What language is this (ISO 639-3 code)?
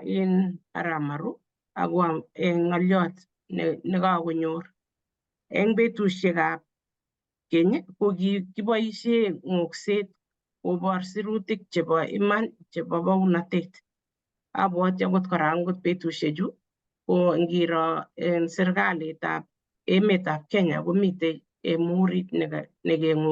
kln